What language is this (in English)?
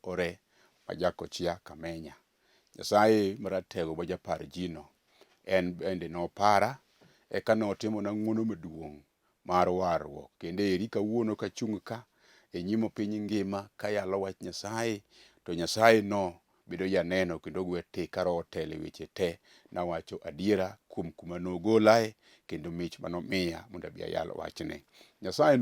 Luo (Kenya and Tanzania)